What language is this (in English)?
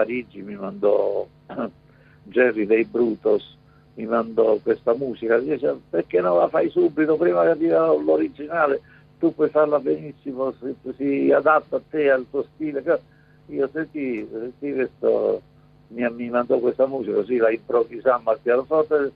Italian